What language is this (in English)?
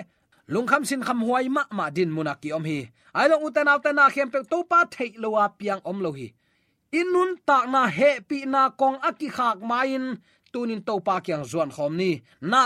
Tedim Chin